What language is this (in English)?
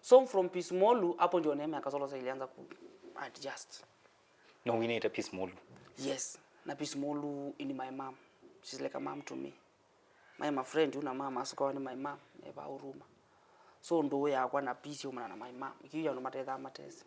Kamba